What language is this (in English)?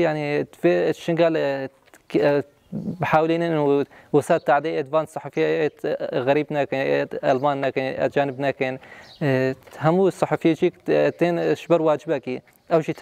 Kurdish